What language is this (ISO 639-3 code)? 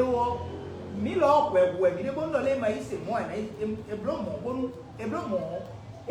fon